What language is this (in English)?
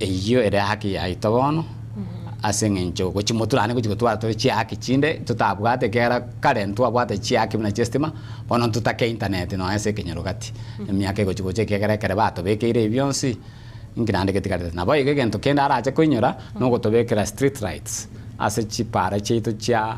Gusii